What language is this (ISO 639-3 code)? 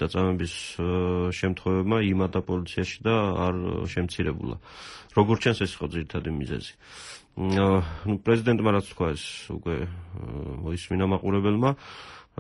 kat